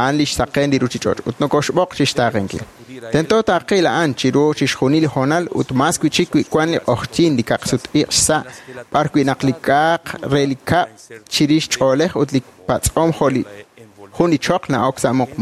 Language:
Kekchí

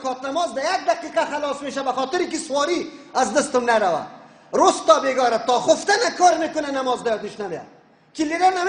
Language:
Tajik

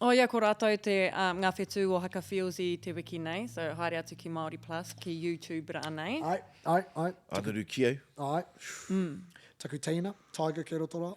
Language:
Māori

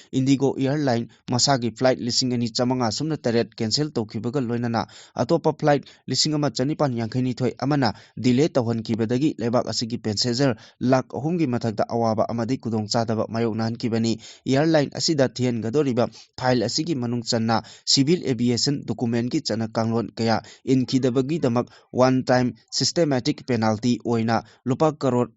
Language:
Manipuri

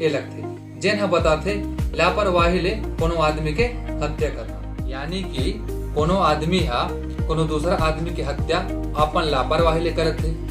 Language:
Chhattisgarhi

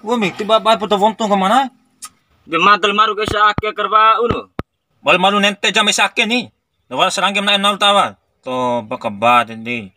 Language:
Bima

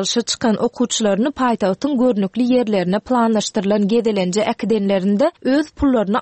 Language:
Turkmen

